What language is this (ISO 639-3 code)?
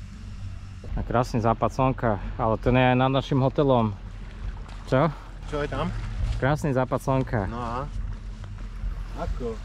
slk